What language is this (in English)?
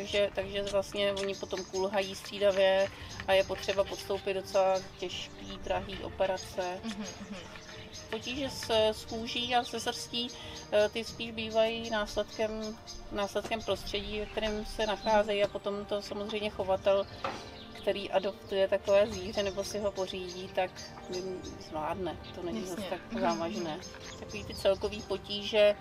Czech